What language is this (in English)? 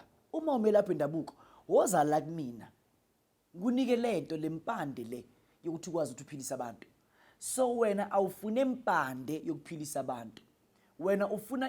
Zulu